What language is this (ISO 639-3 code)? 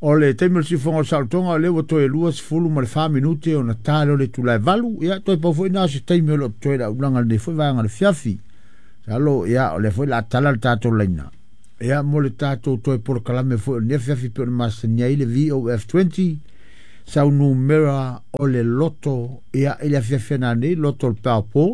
smo